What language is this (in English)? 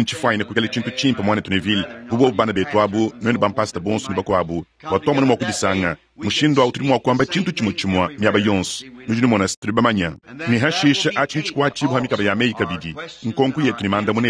Luba-Lulua